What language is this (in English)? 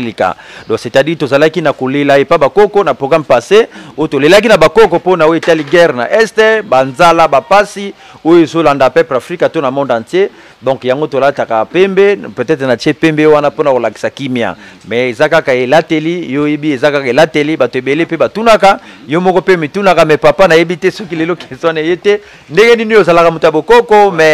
Lingala